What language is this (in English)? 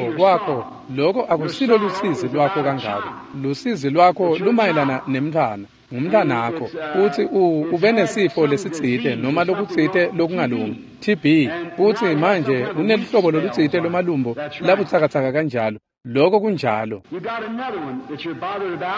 Swati